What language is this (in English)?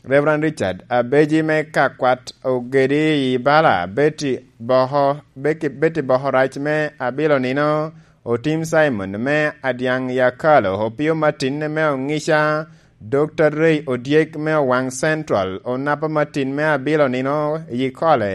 Lango (Uganda)